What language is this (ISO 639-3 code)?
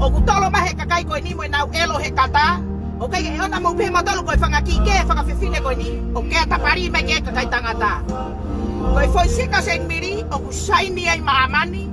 ton